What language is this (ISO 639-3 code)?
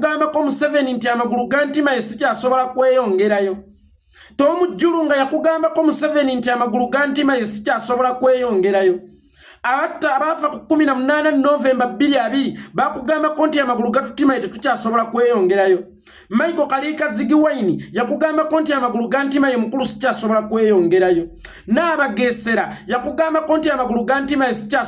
lug